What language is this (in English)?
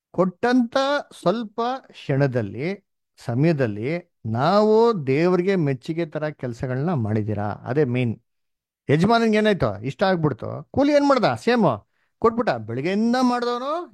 Kannada